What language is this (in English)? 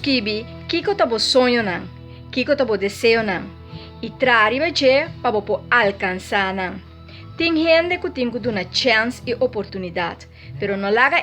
Papiamento